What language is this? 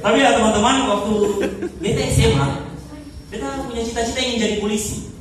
Ambonese Malay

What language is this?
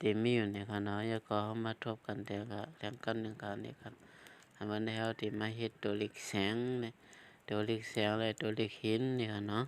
Shan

